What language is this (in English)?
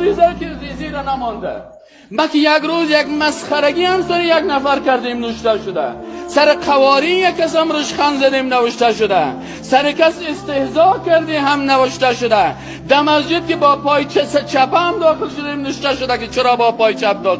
Persian